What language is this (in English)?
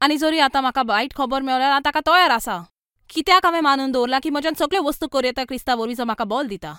Konkani